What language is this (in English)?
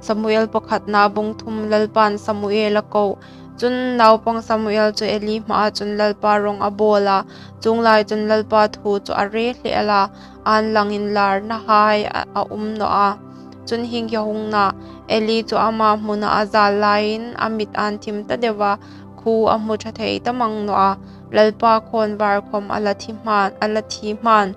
Hmar